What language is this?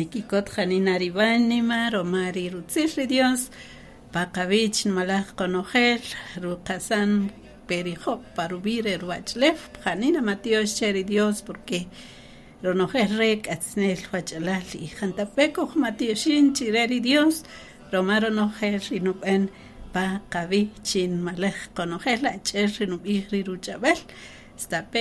Kaqchikel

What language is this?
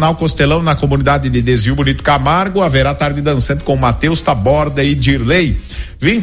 Portuguese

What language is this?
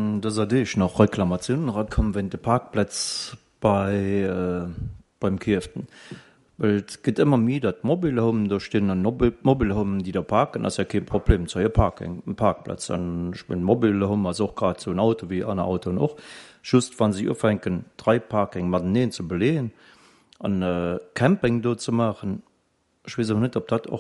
Luxembourgish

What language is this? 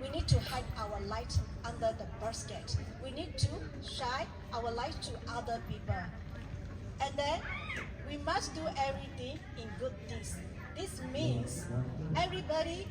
Lahu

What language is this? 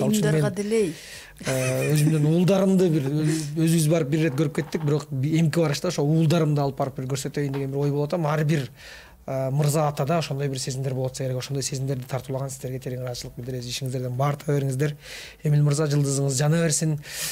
Kyrgyz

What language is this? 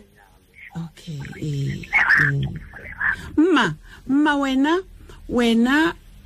Tswana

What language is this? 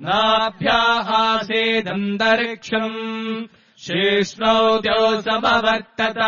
Sanskrit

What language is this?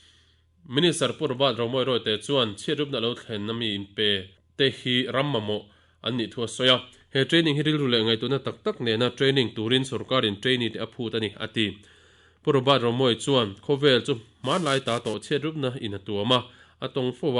Mizo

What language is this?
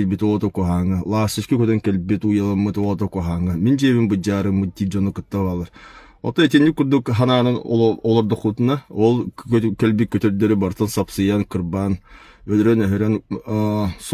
Yakut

